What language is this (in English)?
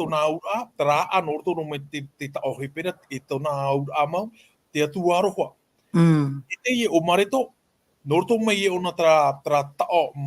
Tahitian